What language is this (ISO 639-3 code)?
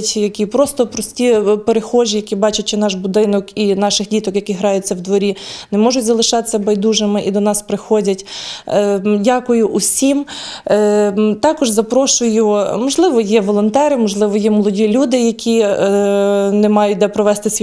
ukr